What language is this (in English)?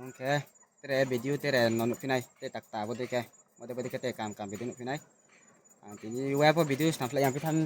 Riang (India)